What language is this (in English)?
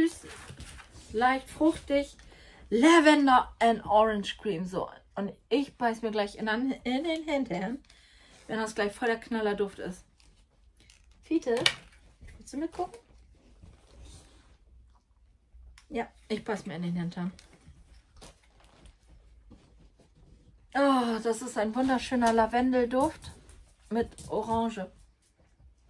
German